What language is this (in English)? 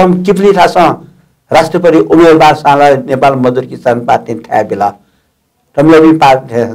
Newari